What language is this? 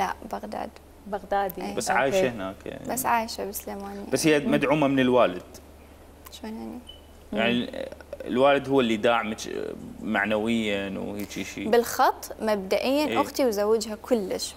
Mesopotamian Arabic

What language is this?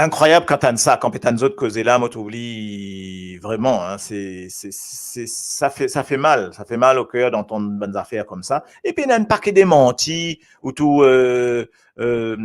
Morisyen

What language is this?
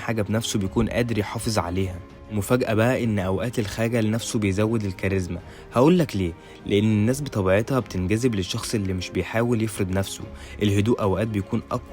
Egyptian Arabic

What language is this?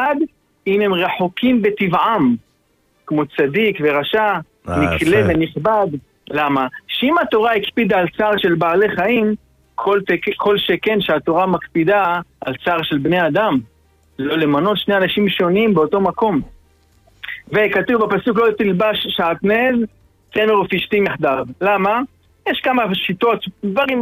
Hebrew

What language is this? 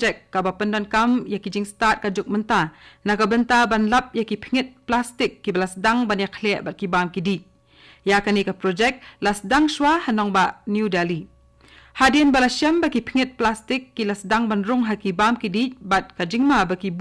Khasi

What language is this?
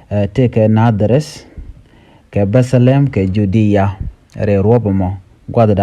Nuer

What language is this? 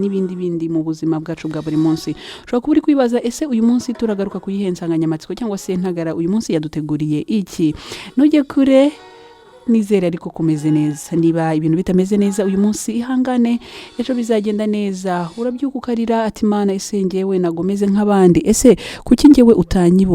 Kinyarwanda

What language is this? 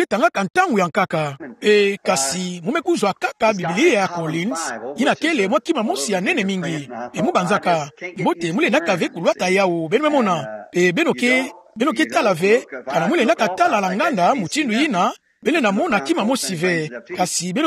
Kituba (Democratic Republic of Congo)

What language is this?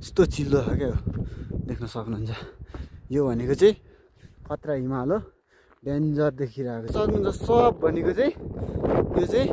Nepali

